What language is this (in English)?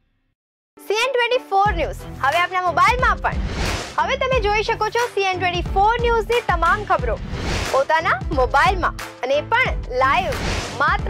Gujarati